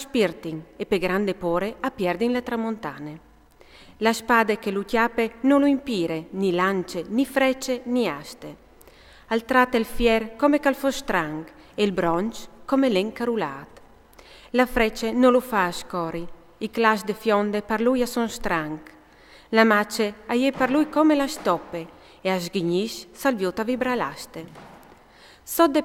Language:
Friulian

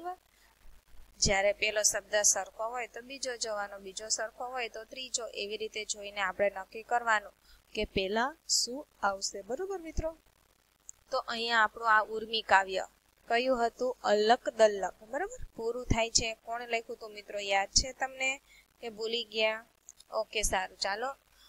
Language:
Gujarati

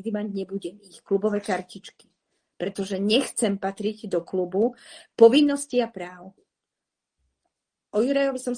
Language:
Slovak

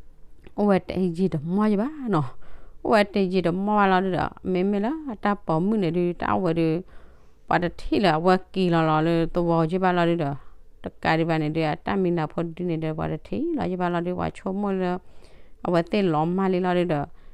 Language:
S'gaw Karen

